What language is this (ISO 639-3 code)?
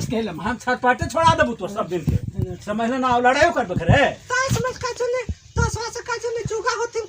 mag